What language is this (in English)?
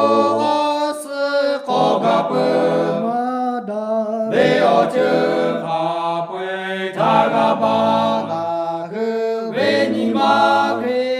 Lahu